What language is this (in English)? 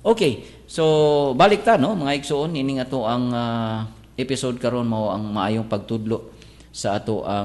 Cebuano